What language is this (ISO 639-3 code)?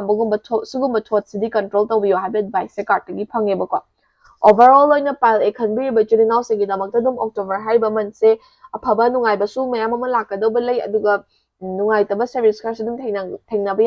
mni